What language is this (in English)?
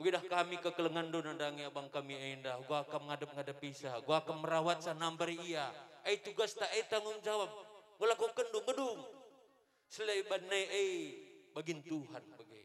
Batak Karo